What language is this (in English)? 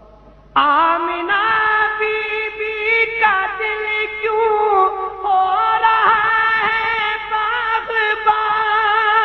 Urdu